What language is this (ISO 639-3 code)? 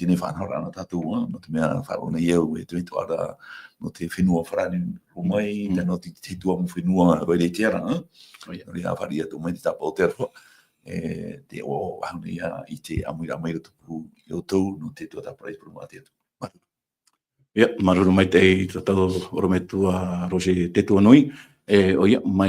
tah